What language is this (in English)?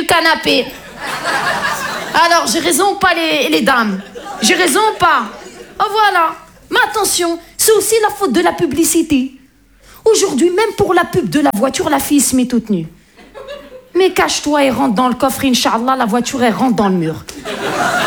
French